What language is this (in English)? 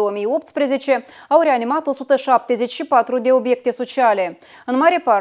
Romanian